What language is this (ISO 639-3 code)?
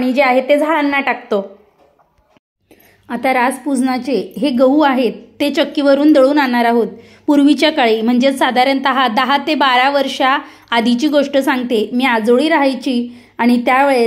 mar